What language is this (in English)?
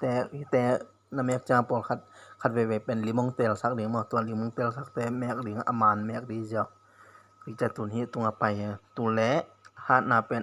Tedim Chin